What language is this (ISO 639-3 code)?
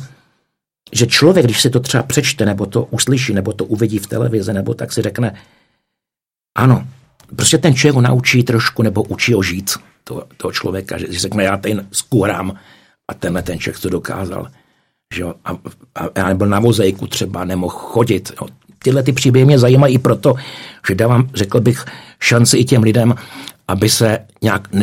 ces